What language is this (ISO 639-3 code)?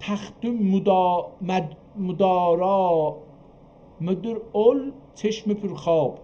azb